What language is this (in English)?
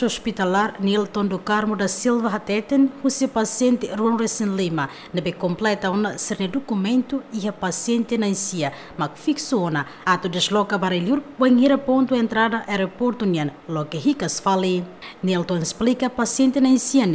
Tetum